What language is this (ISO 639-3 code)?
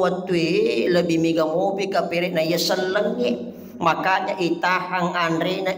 bug